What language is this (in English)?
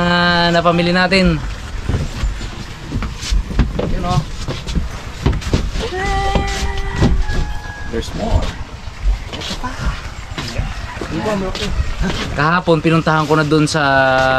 Filipino